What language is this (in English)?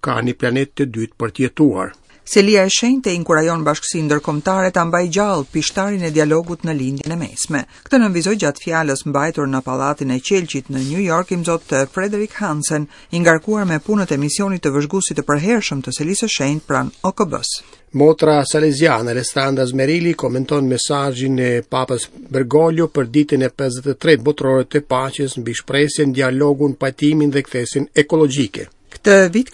Albanian